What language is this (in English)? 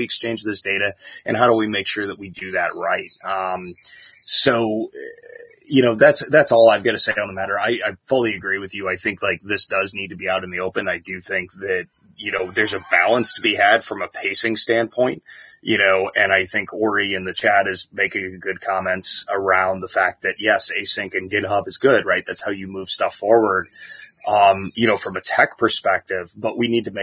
English